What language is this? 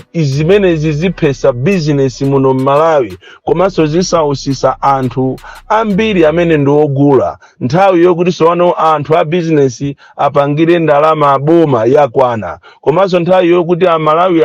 Nyanja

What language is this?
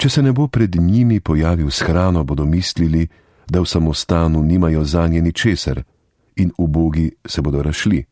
Slovenian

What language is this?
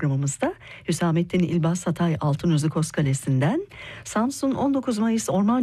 Turkish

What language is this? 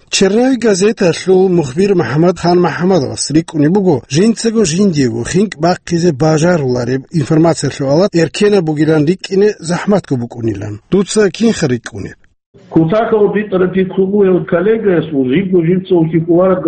Avaric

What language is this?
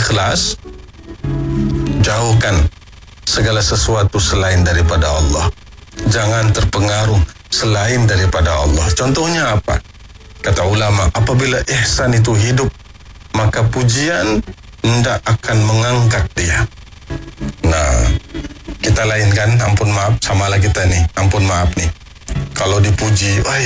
Malay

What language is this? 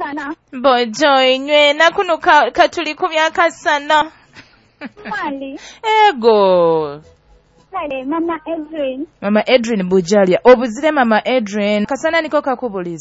Nyoro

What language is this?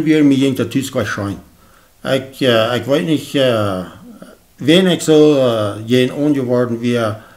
Plautdietsch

